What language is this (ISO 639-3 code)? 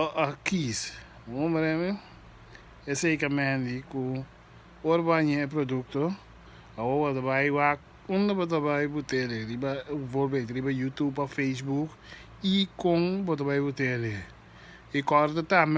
pap